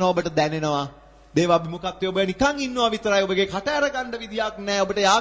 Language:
Sinhala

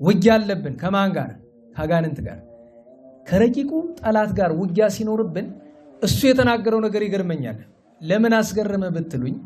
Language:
Amharic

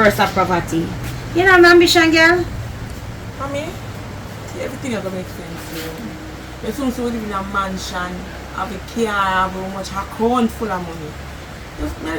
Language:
Jamaican Creole English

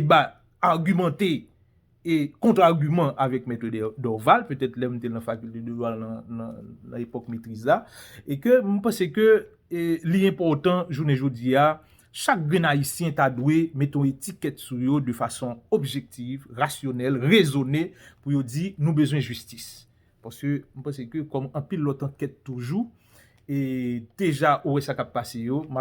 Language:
Haitian Creole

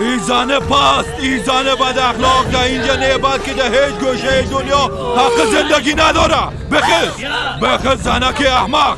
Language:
Persian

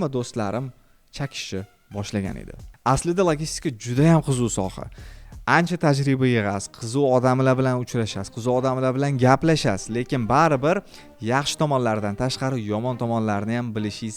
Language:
Uzbek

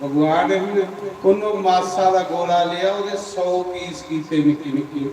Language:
Dogri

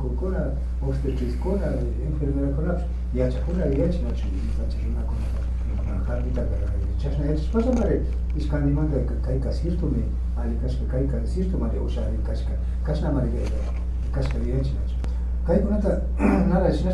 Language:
Imbabura Highland Quichua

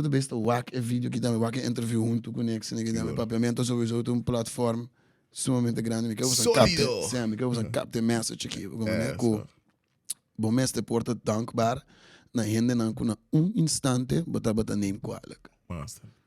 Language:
Papiamento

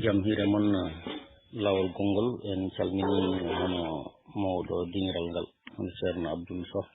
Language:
Fula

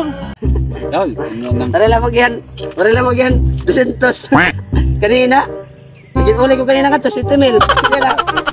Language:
Waray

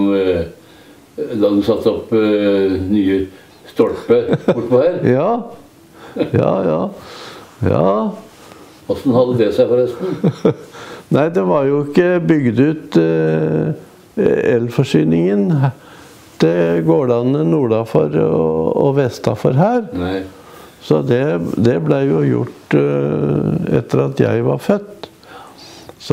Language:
Norwegian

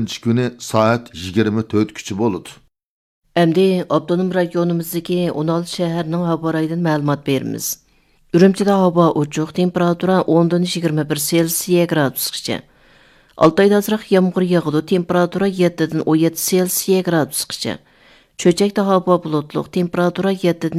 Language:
Uyghur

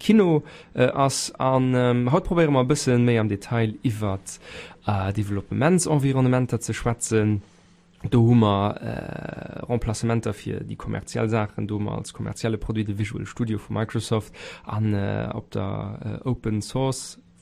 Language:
Luxembourgish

